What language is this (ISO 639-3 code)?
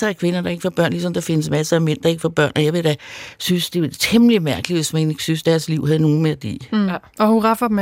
dan